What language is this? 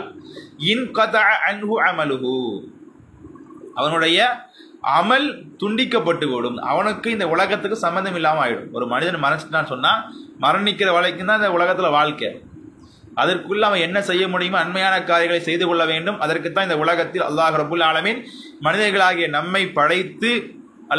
Tamil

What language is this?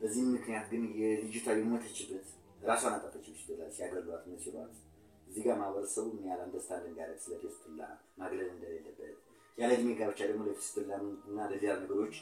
Amharic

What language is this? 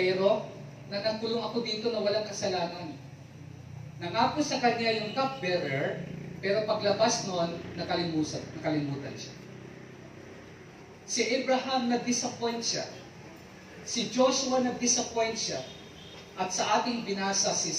Filipino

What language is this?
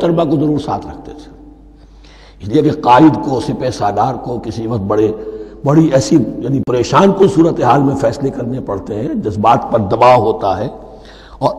Urdu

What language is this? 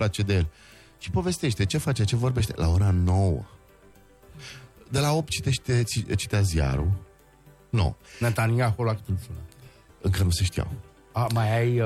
Romanian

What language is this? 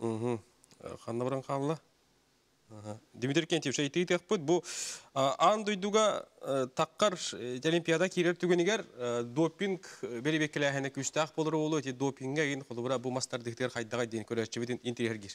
Yakut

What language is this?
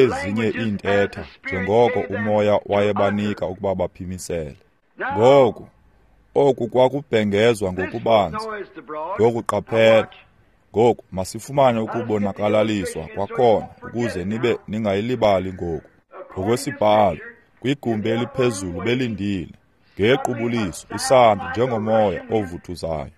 Xhosa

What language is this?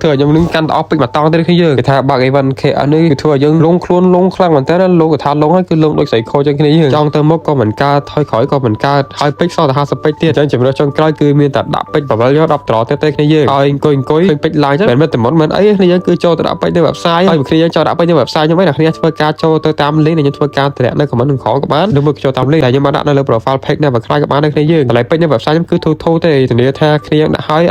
Khmer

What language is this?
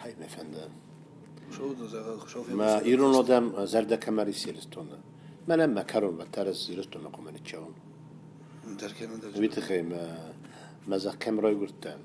Ossetic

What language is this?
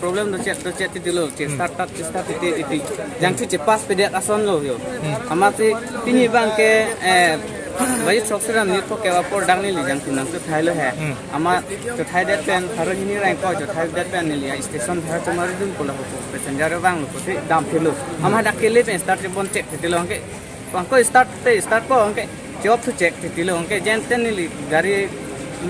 Karbi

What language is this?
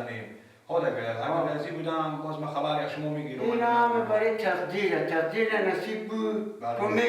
Persian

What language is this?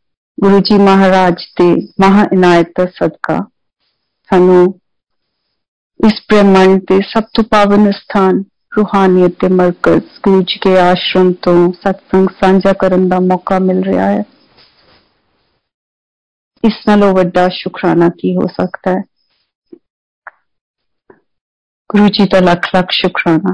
Punjabi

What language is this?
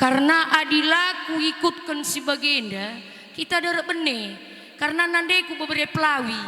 Batak Karo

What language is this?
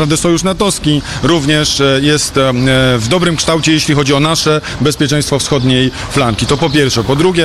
Polish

